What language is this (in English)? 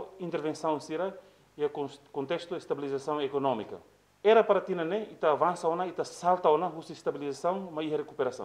Tetum